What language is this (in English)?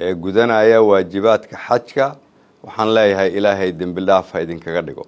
Somali